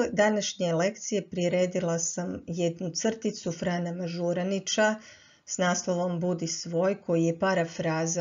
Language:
Croatian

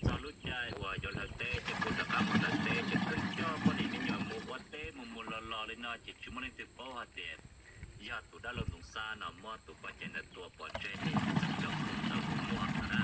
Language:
Hmong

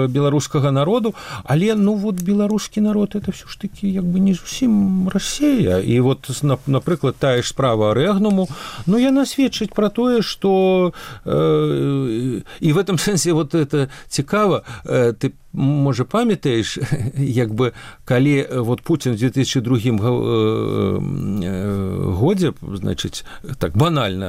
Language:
Belarusian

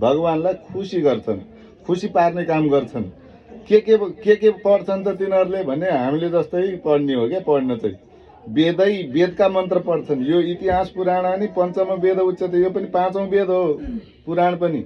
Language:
Nepali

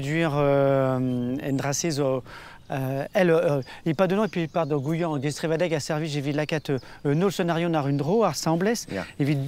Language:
Breton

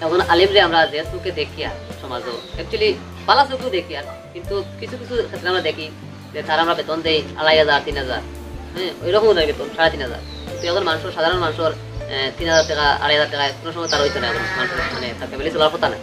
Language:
Sylheti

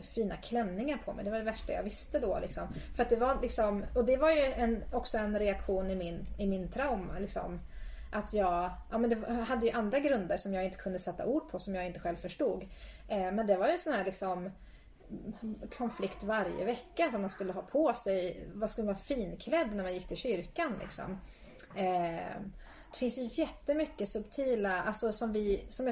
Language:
Swedish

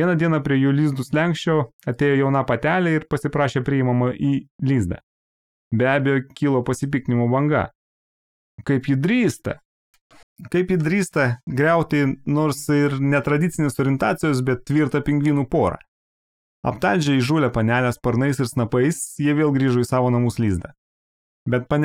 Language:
Lithuanian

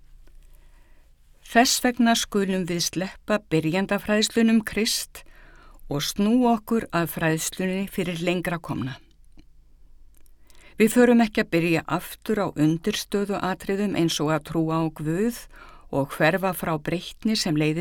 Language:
Icelandic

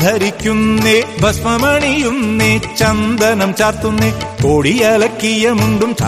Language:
Malayalam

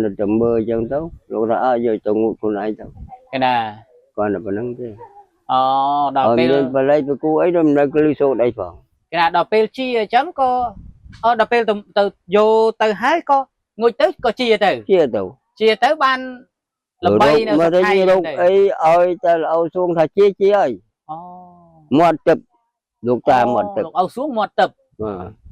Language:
Khmer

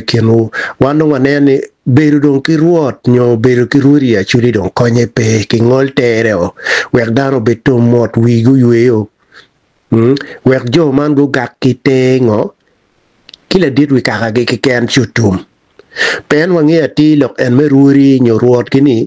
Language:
Acoli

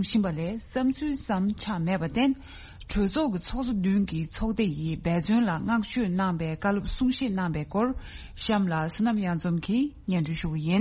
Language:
Tibetan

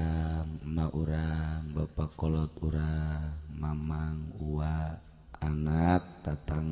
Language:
Sundanese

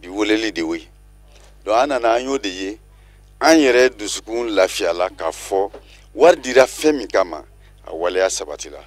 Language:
Bambara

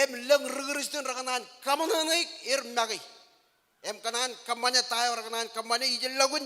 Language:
Marshallese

